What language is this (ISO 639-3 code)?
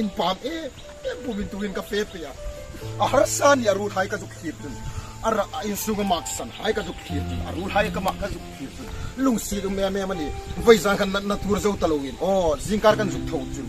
hmr